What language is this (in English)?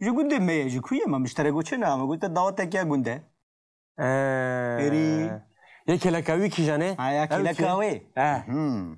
Kurdish